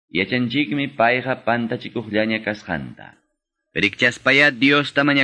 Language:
Quechua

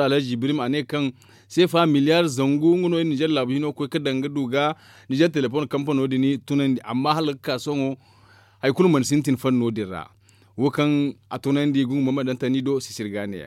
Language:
Zarma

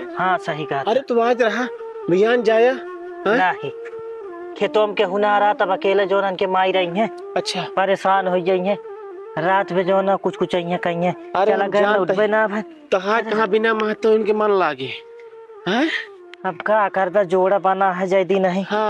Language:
Awadhi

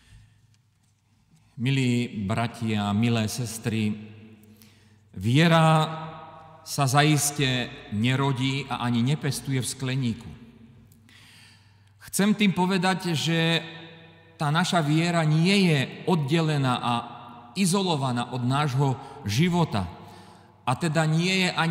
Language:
Slovak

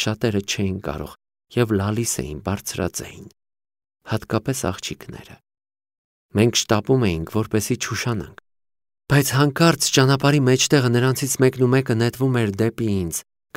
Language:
Armenian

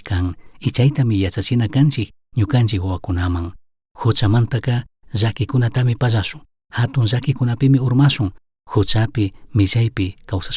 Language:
Chimborazo Highland Quichua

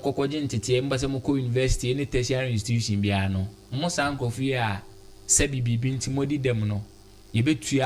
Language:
Akan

